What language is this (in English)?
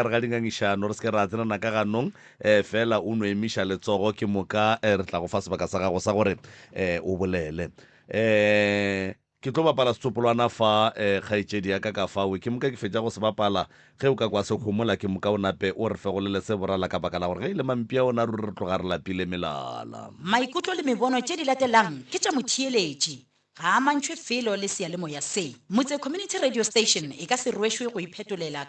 Northern Sotho